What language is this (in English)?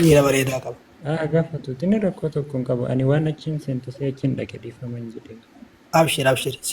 Oromo